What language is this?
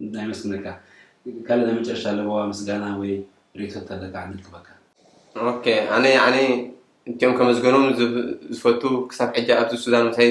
Tigrinya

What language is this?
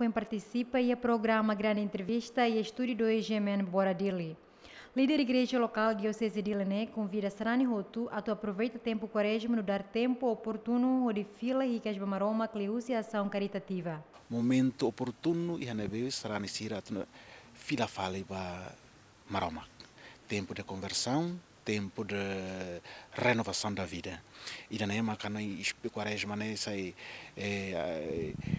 Tetum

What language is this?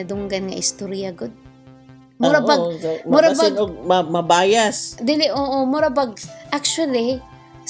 Cebuano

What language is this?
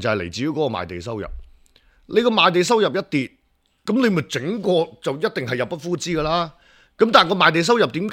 Cantonese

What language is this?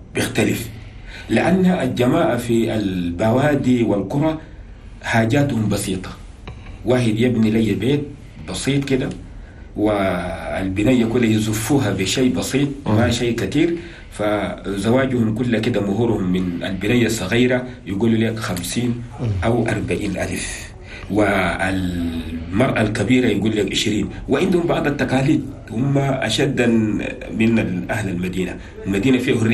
Chadian Arabic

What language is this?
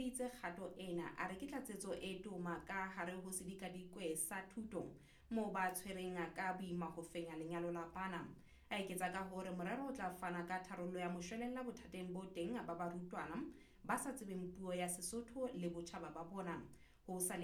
Southern Sotho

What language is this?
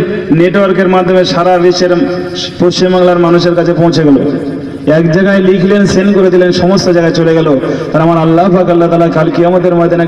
Bangla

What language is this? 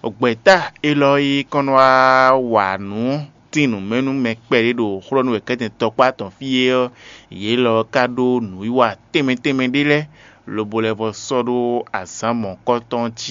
Fon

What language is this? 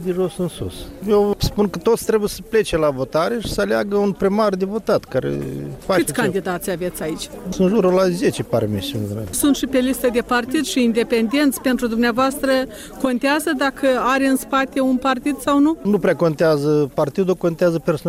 Romanian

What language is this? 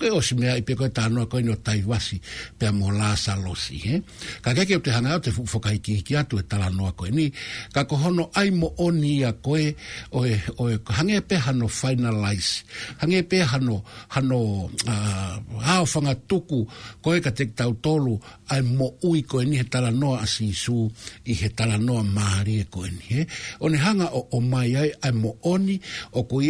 Tongan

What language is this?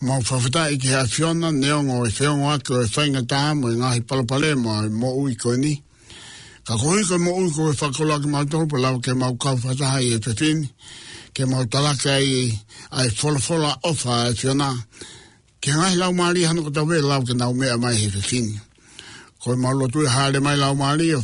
Tongan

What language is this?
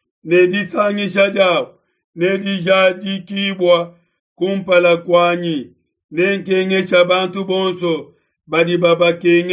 Luba-Lulua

